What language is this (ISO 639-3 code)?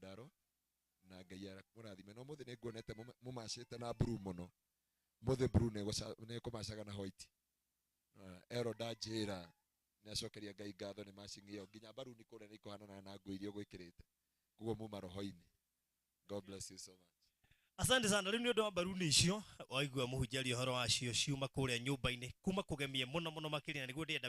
kik